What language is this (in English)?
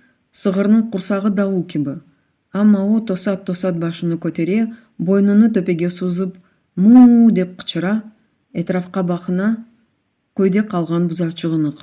Crimean Tatar